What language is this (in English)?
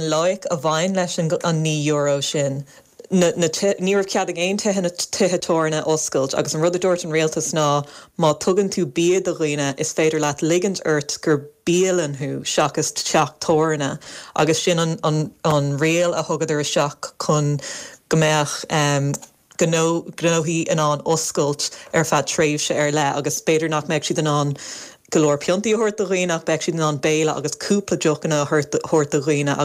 Irish